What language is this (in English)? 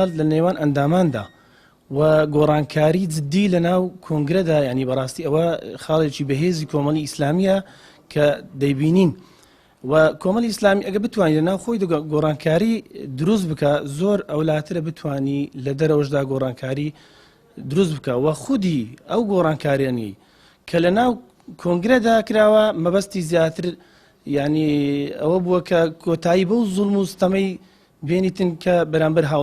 Central Kurdish